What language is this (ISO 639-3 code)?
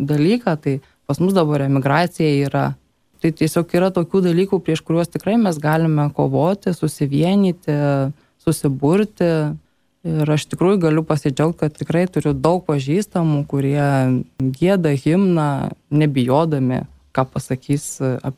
lit